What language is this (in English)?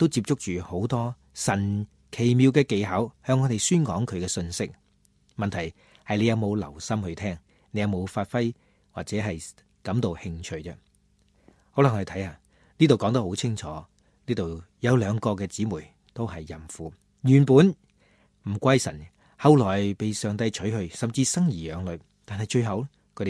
Cantonese